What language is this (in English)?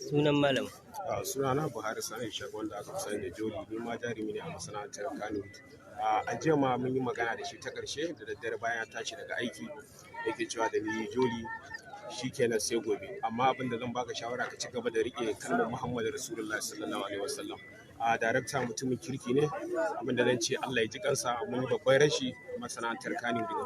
Hausa